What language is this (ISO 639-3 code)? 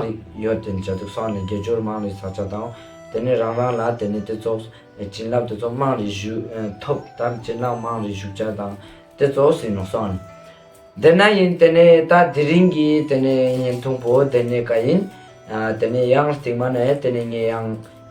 lbj